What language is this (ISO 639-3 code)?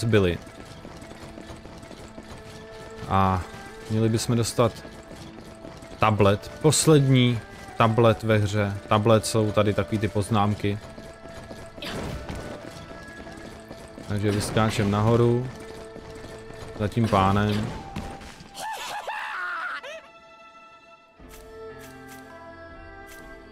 ces